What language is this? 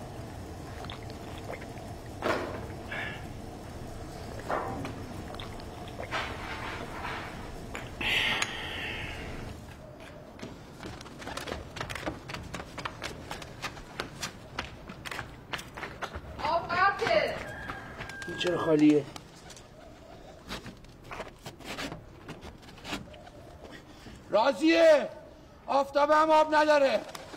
Persian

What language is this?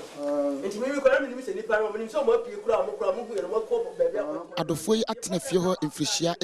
Akan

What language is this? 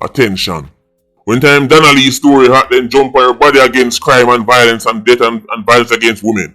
Jamaican Creole English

